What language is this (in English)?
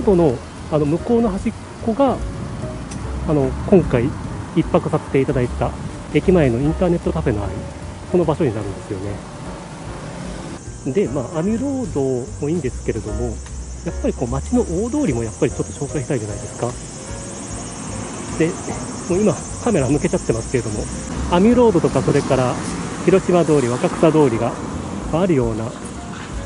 Japanese